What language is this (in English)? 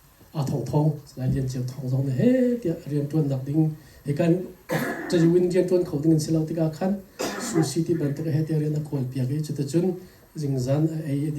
Hakha Chin